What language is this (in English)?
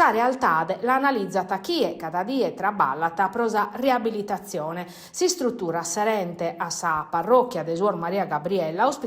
Sardinian